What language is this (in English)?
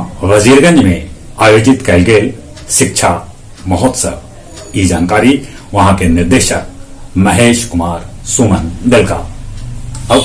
Magahi